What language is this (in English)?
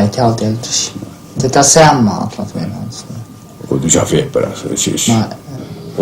Faroese